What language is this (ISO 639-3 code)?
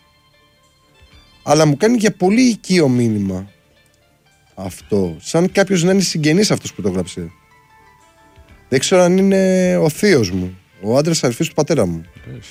ell